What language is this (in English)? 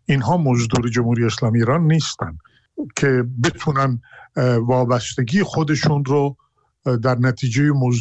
Persian